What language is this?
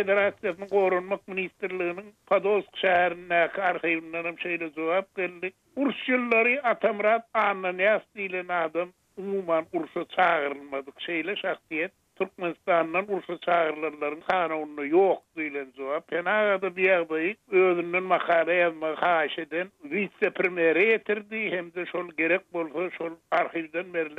Turkmen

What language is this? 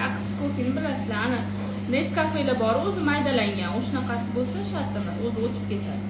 Uzbek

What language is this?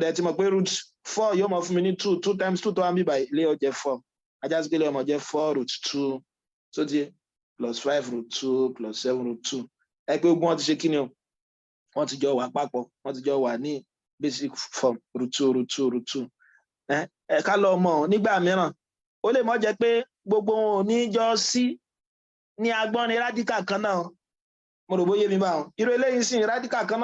Yoruba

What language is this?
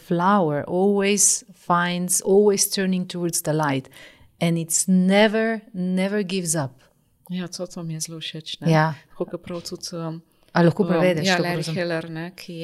Slovenian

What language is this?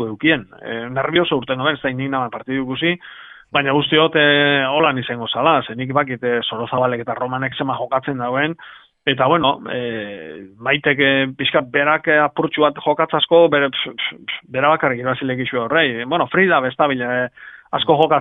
Basque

